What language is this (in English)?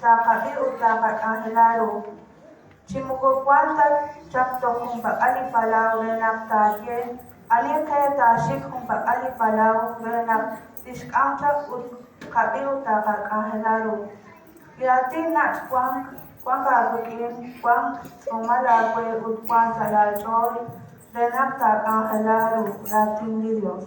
Kekchí